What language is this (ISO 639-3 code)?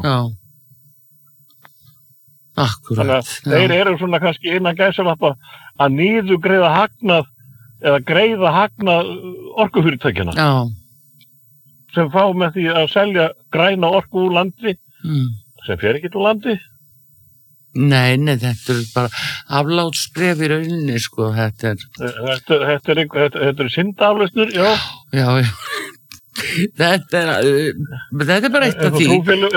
isl